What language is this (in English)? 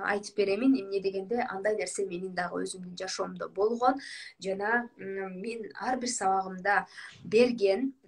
Kyrgyz